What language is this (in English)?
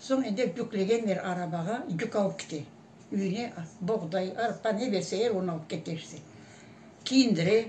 Crimean Tatar